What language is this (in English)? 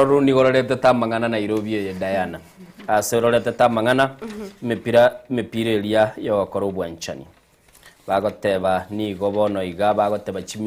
Gusii